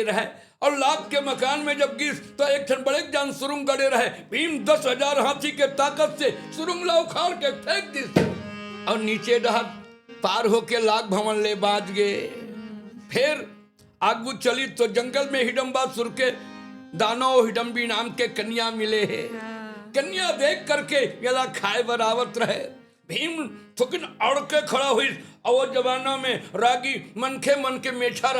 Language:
Chhattisgarhi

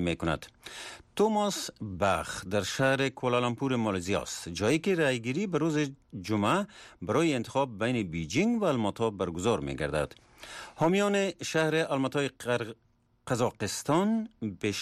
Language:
Persian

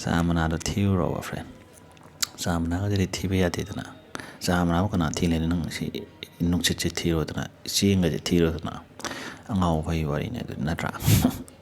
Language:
Manipuri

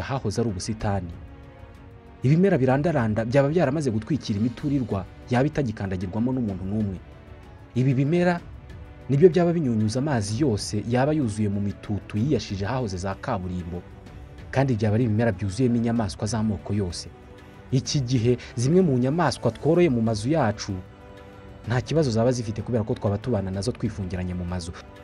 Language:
Kinyarwanda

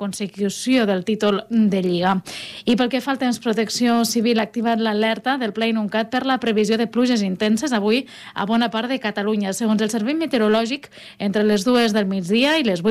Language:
Catalan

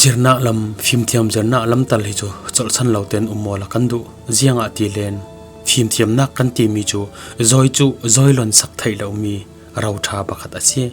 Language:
Falam Chin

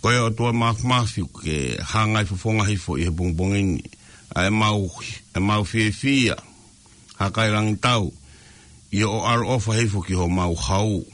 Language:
Tongan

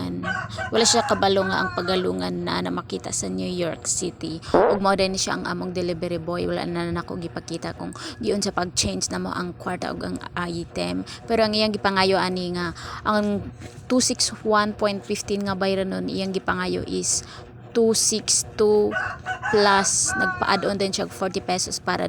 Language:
Cebuano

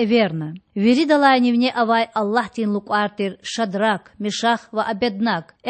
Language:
Lezghian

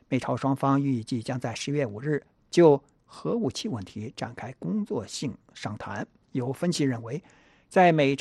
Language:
Chinese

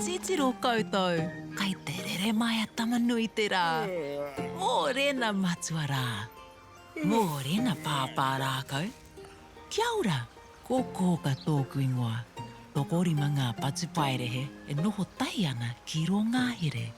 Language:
Māori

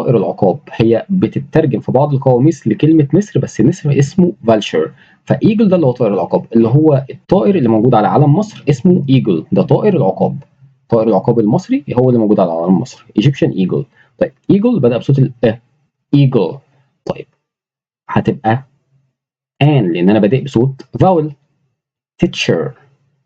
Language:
Egyptian Arabic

